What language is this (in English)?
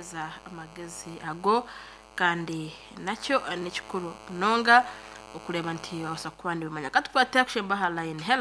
Nyankole